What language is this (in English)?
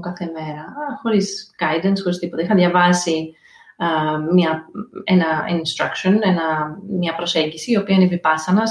Greek